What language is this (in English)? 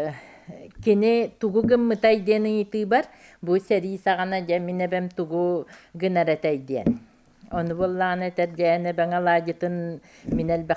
Yakut